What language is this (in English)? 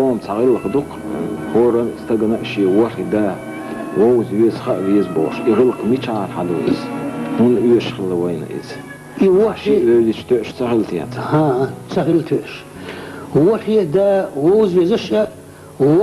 Chechen